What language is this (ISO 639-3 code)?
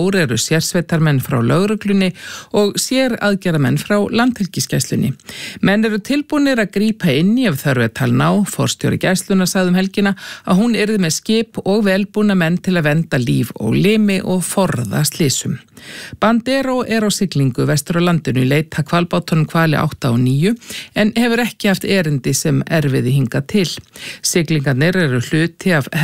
isl